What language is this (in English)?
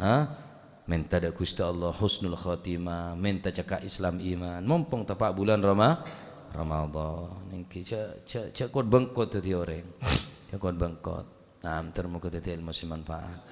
Madurese